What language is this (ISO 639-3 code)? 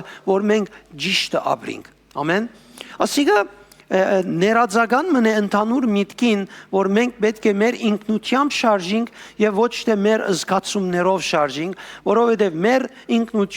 hyw